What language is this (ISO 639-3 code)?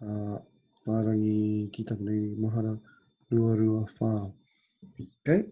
mri